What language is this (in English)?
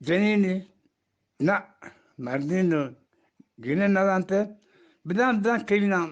Eastern Balochi